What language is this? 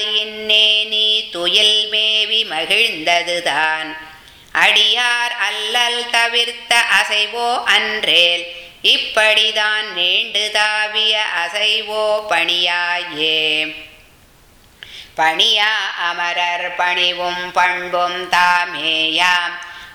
Tamil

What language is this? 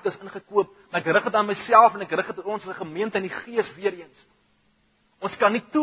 Afrikaans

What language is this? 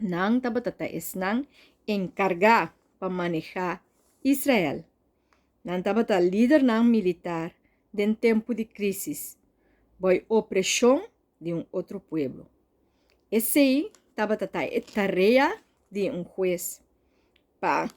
Papiamento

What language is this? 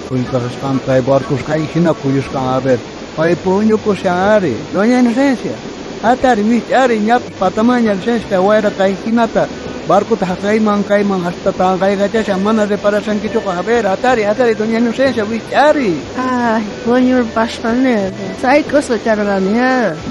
South Bolivian Quechua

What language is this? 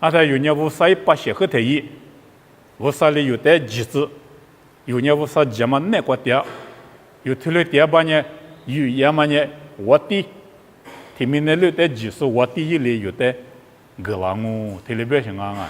Lisu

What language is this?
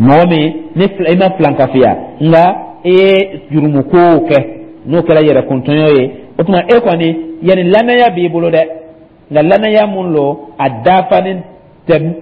Dyula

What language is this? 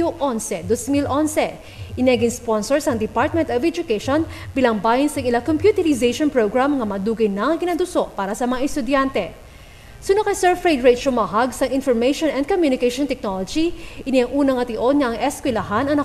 Hiligaynon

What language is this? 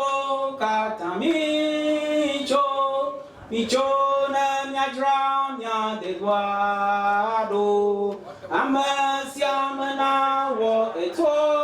Ewe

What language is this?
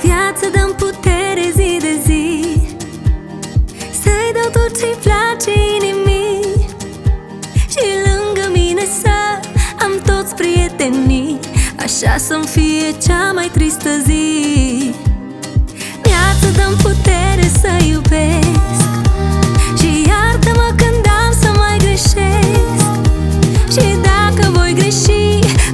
Romanian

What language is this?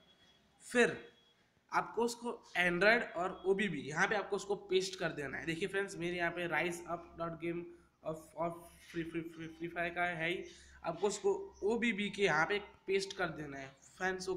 Hindi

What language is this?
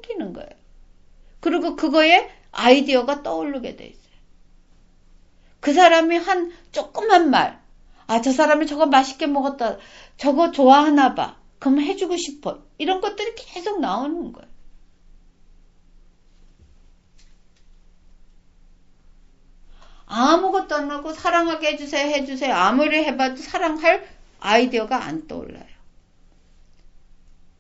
Korean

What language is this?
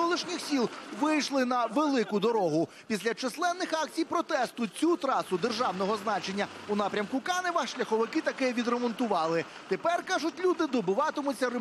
Ukrainian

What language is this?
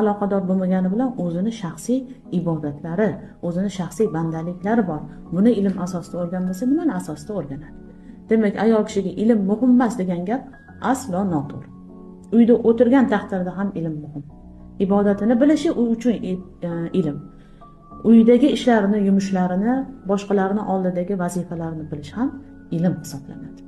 Uzbek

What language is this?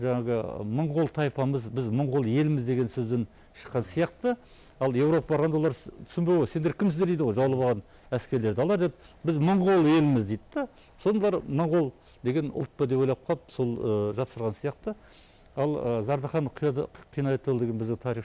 Kazakh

